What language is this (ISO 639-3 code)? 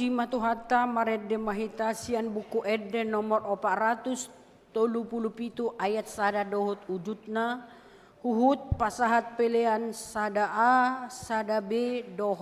bbc